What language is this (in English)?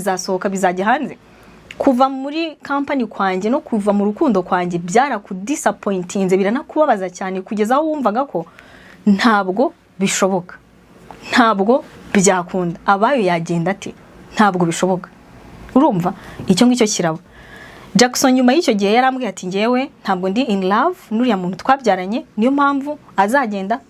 Kinyarwanda